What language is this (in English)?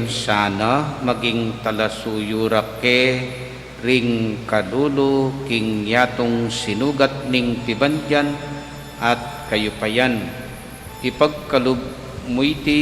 Pampanga